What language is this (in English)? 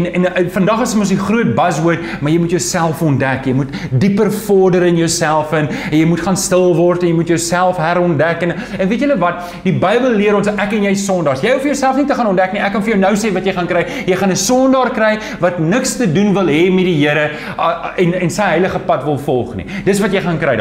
Afrikaans